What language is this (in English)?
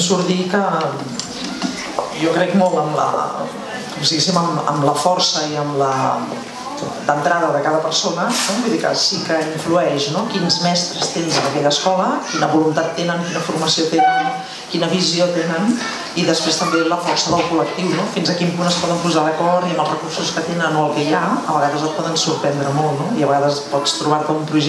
Catalan